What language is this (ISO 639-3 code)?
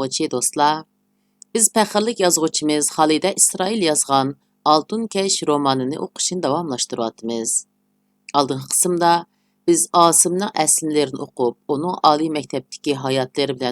uig